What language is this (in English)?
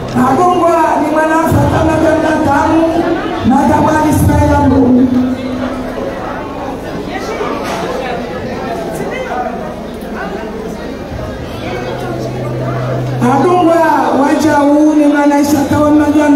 Swahili